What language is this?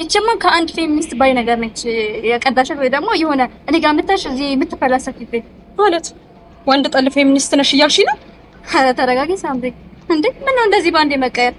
Amharic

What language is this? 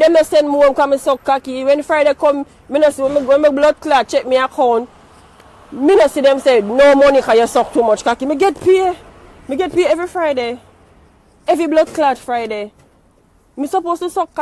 Jamaican Creole English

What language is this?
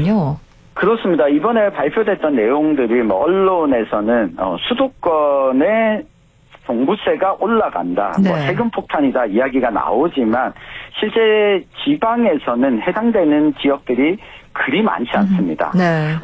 Korean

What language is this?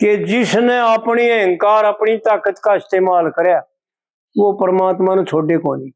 Haryanvi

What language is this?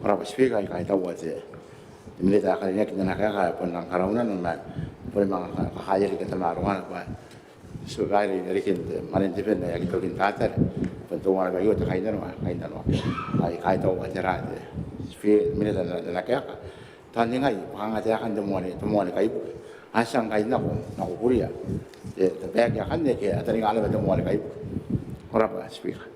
Gilbertese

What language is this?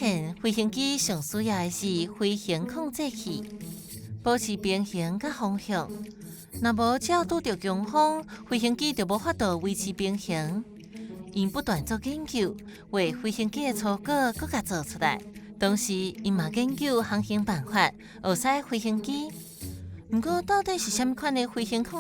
Min Nan Chinese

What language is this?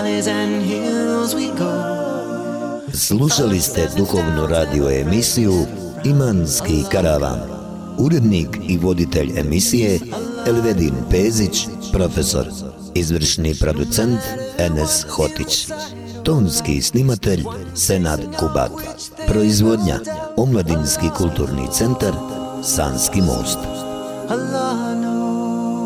Bosnian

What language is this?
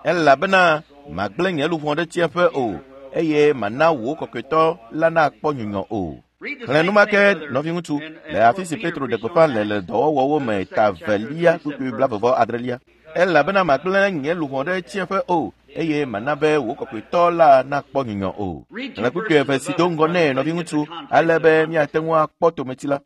Ewe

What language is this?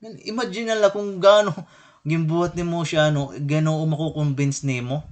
Waray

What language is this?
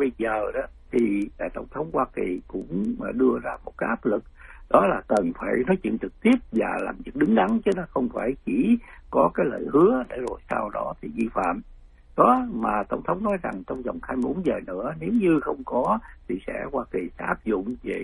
Vietnamese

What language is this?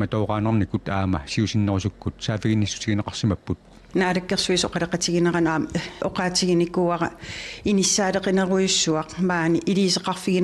Kalaallisut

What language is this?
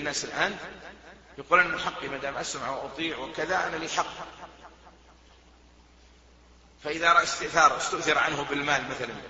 Arabic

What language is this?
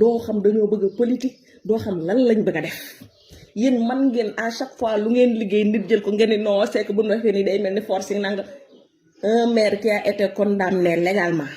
Wolof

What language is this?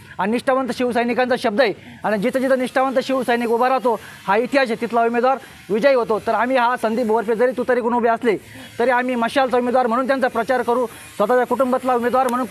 Marathi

